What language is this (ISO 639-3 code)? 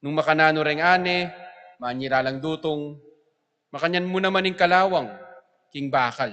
pam